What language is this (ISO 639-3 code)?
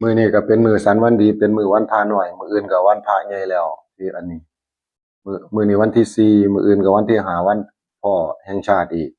tts